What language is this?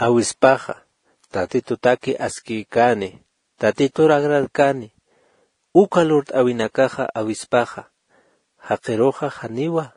Aymara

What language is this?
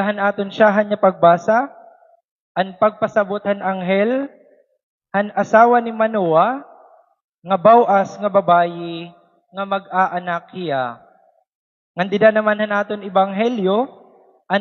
Waray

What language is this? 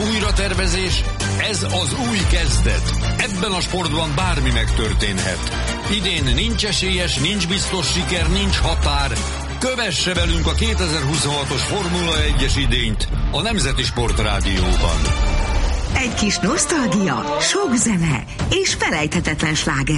Hungarian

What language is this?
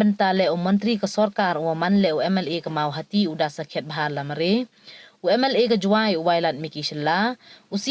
Pnar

